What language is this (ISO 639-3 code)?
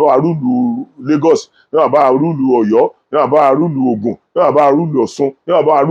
yor